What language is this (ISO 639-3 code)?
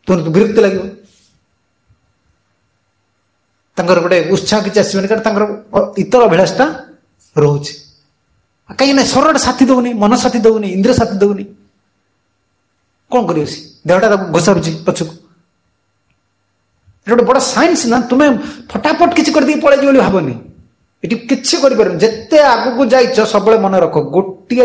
ori